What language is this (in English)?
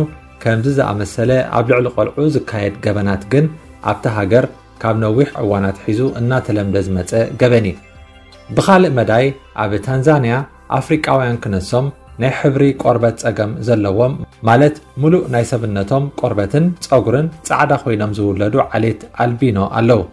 Tigrinya